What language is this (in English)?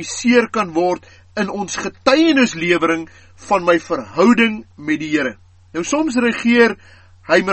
Afrikaans